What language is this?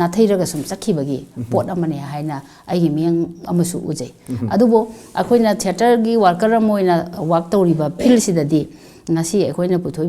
Manipuri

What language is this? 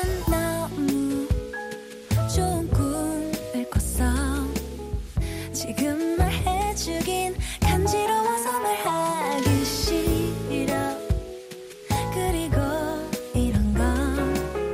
Korean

